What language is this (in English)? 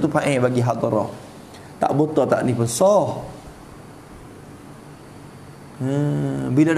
Malay